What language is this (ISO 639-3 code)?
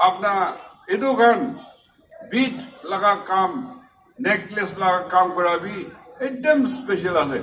nag